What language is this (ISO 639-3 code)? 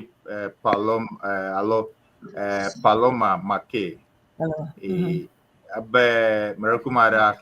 ewe